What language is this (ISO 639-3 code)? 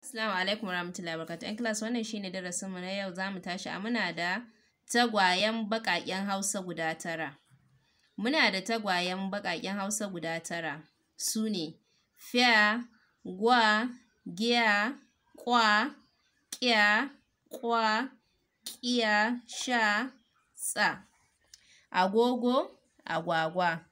hau